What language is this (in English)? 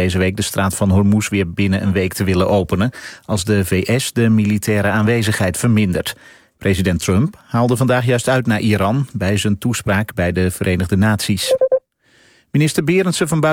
Dutch